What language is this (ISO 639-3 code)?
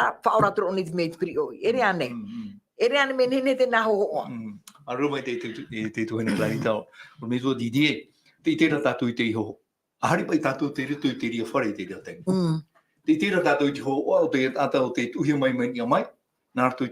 tah